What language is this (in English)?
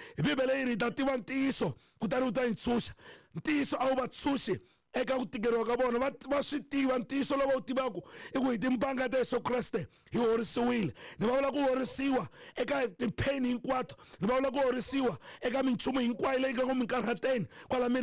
Tsonga